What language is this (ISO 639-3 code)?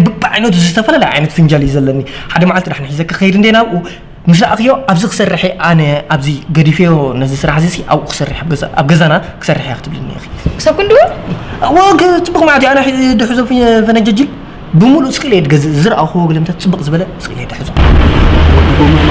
tir